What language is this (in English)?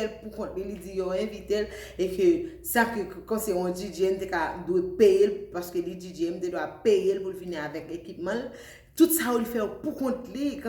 Haitian Creole